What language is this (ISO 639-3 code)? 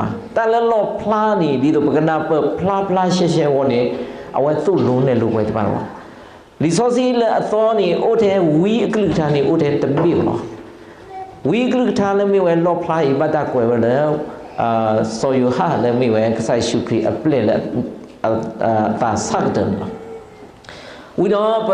ksw